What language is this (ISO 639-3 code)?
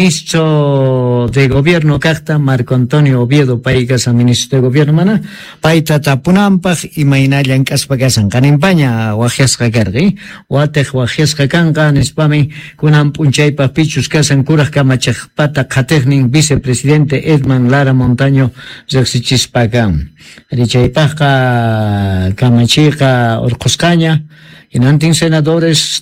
quh